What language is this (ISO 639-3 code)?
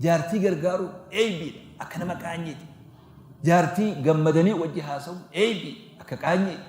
orm